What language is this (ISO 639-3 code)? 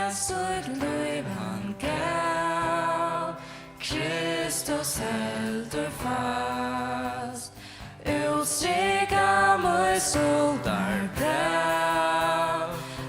fao